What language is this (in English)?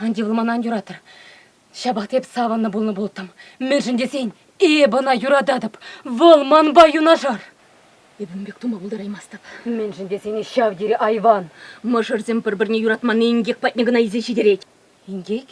Chuvash